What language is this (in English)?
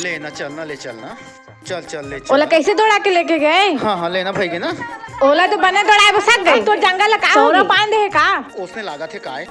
Chhattisgarhi